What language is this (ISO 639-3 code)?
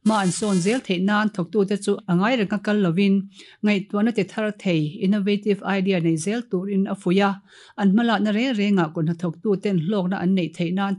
lus